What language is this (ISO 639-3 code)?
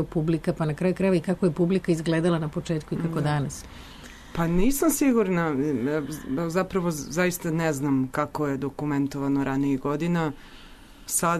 srp